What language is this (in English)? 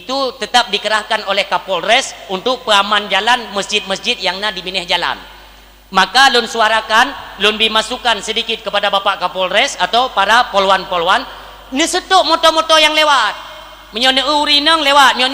Achinese